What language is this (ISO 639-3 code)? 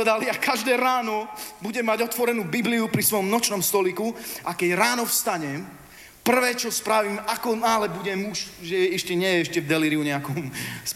slk